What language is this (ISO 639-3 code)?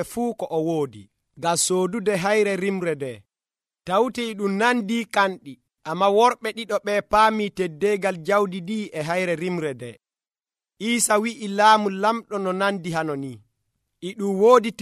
fuv